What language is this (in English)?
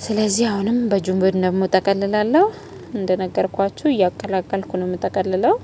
Amharic